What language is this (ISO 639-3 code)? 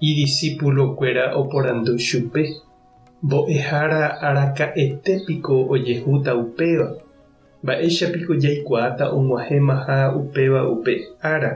grn